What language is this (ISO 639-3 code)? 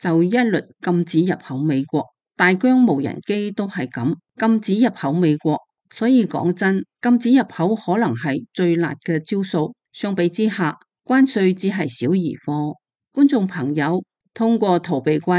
yue